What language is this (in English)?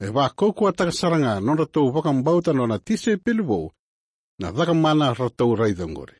Fijian